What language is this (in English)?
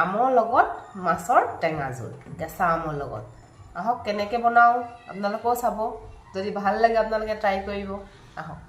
Assamese